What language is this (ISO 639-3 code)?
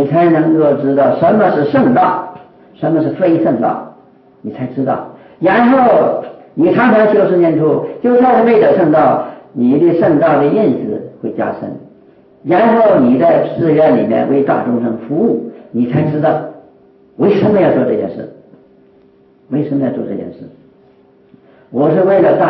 zho